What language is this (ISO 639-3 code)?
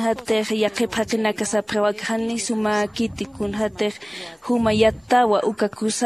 aym